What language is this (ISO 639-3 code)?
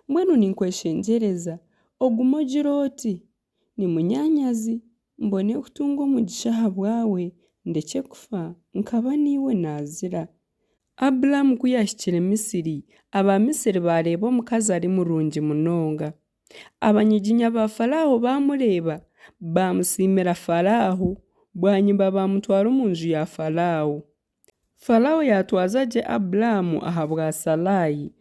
nyn